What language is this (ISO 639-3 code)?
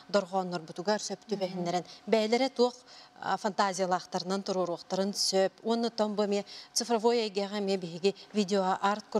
sah